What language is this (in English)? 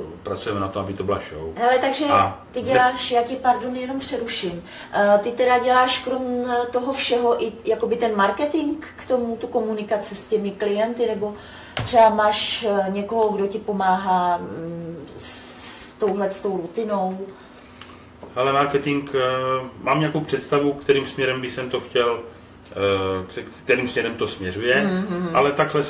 Czech